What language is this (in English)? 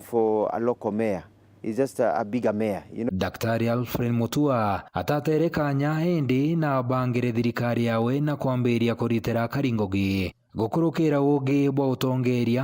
Meru